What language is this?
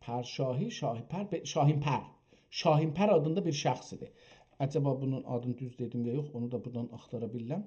South Azerbaijani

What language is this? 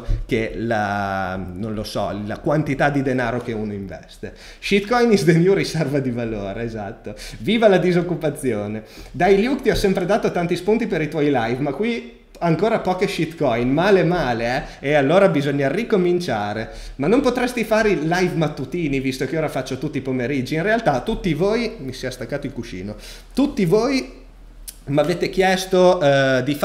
Italian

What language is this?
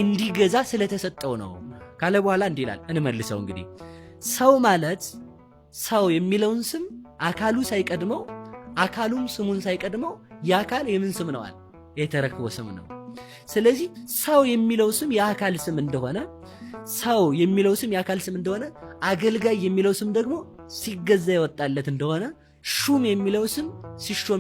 Amharic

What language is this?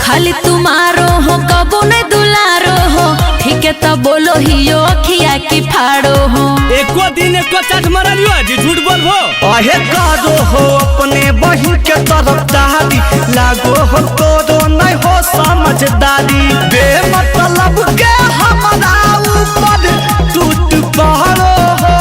Magahi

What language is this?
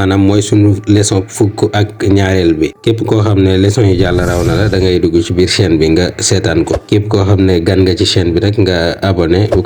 Wolof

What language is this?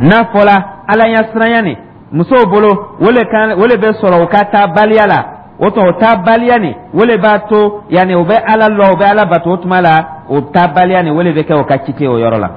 Dyula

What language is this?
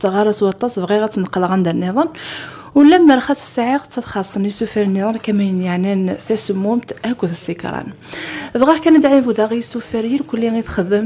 Kabyle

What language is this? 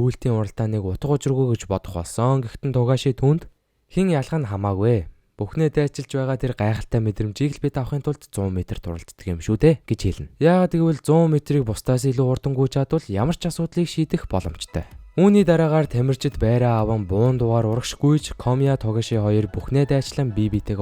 Mongolian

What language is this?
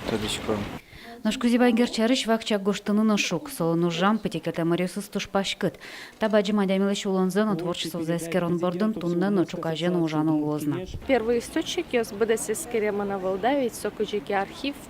Udmurt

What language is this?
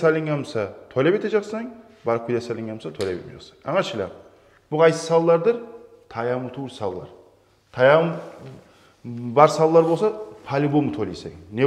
Kumyk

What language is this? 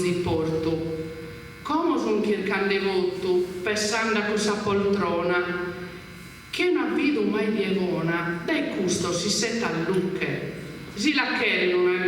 Sardinian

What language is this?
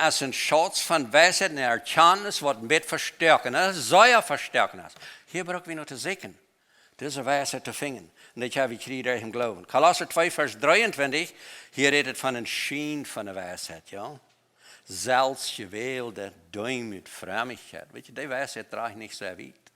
Plautdietsch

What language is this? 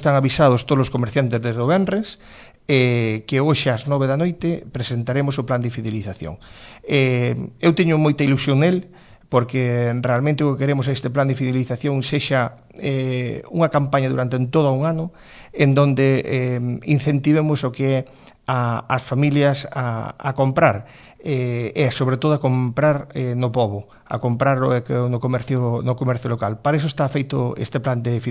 Galician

